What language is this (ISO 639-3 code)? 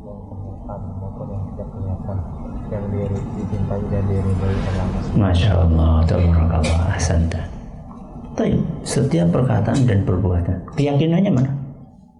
ind